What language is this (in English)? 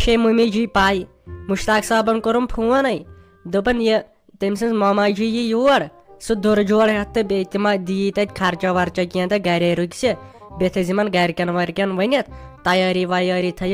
Kashmiri